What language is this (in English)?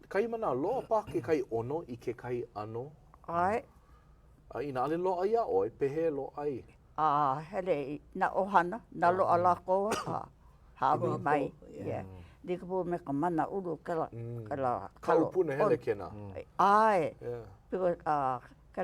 Hawaiian